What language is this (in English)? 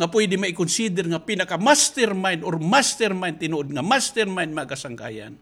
Waray